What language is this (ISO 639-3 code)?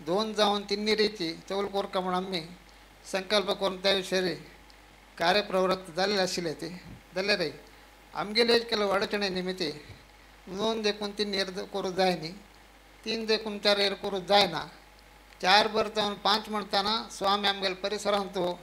kok